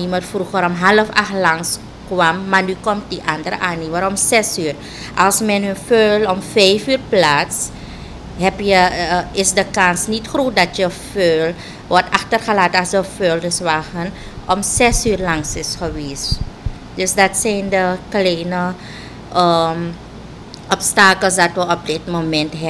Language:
Dutch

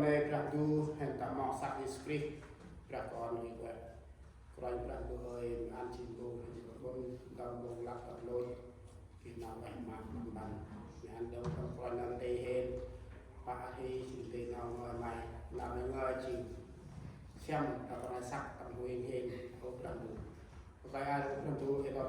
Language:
Central Mnong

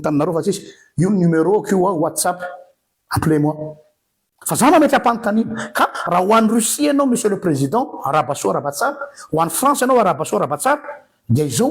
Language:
Malagasy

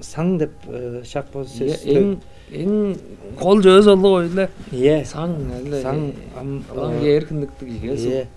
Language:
Tuvinian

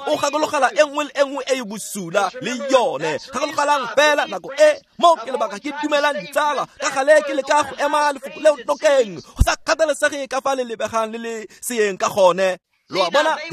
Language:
Tswana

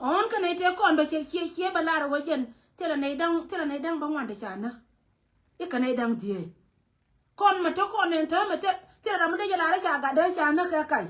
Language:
Nuer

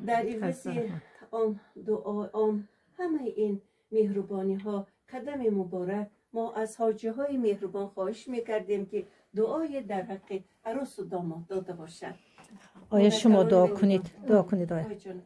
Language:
Tajik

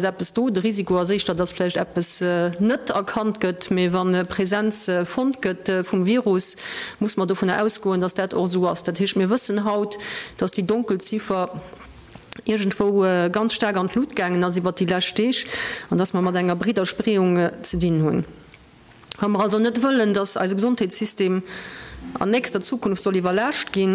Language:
Luxembourgish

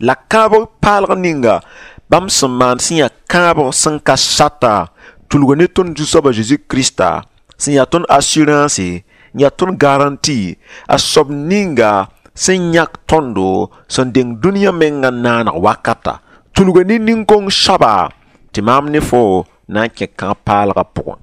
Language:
Mossi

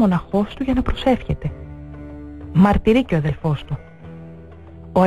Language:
Greek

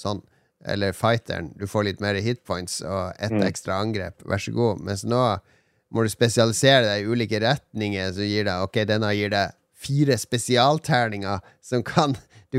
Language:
Norwegian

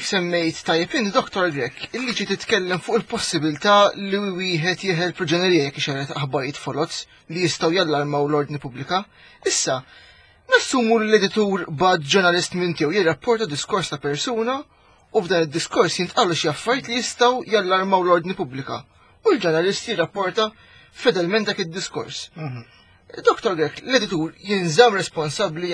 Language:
Maltese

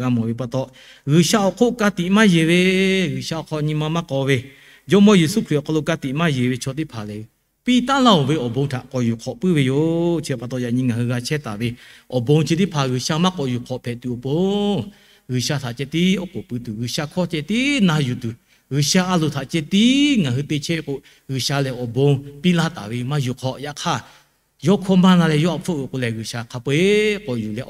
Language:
Lahu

